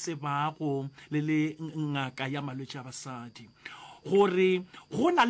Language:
Northern Sotho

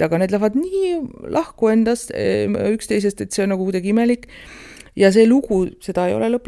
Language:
Estonian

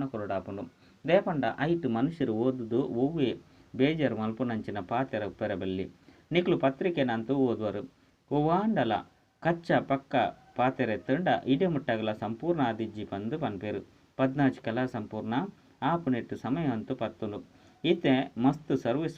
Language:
Tulu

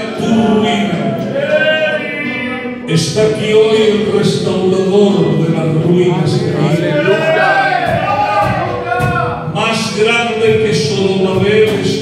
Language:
Spanish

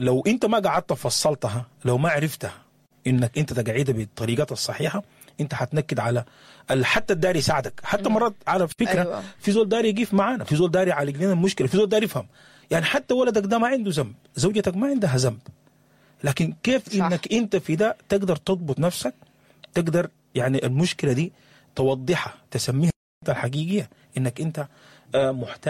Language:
Sudanese Arabic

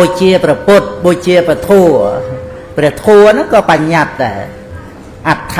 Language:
Khmer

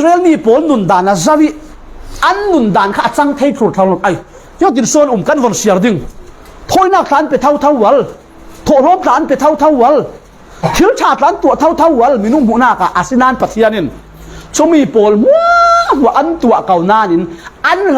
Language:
Falam Chin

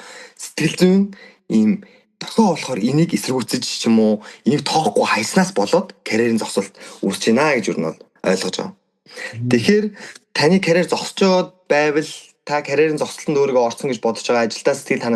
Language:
Mongolian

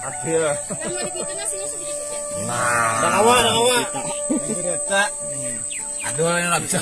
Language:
Banjar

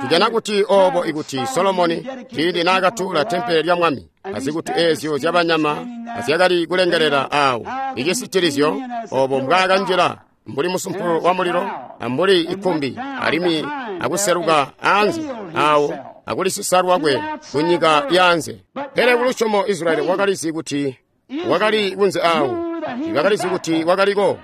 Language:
Tonga (Zambia)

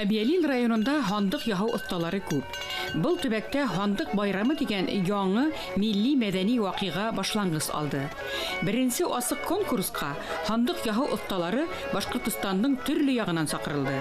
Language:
Bashkir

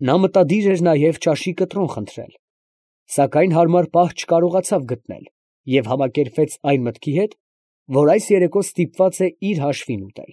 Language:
Armenian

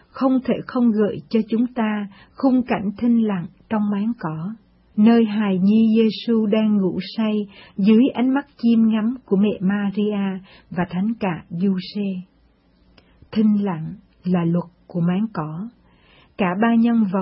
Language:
Vietnamese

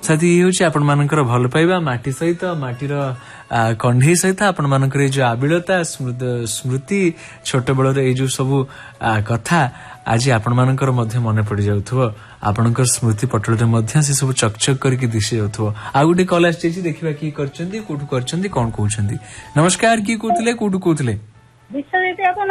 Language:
Odia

